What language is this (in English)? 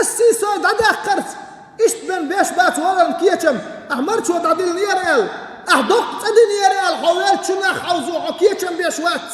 Chechen